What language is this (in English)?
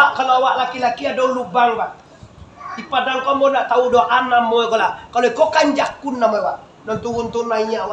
Minangkabau